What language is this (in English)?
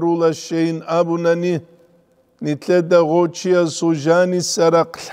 Avaric